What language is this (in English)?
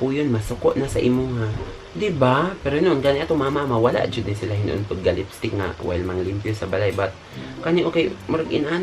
Cebuano